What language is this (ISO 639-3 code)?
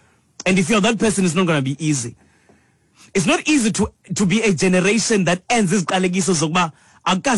xho